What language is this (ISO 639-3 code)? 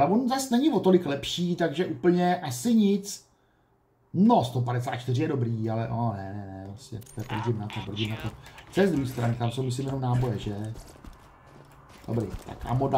ces